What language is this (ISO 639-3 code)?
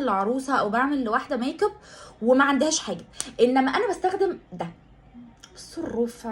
arz